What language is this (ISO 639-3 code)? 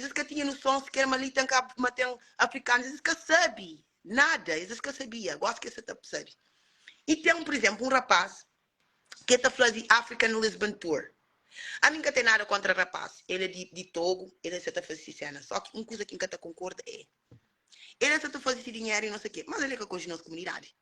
kea